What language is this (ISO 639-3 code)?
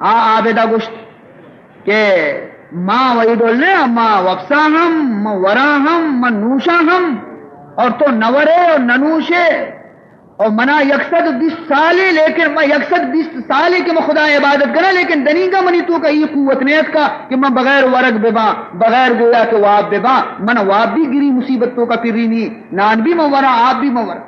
bal